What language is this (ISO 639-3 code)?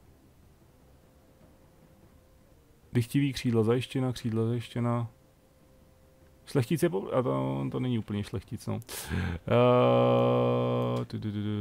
ces